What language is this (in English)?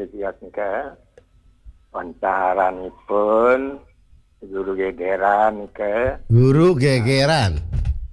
Balinese